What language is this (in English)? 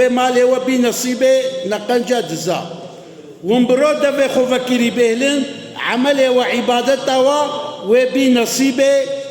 Kurdish